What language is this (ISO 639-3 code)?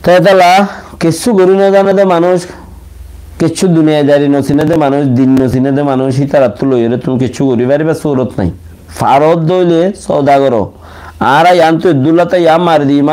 rhg